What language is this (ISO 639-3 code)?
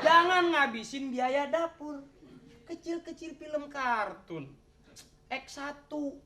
bew